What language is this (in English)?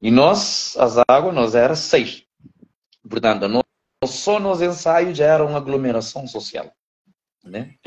Kabuverdianu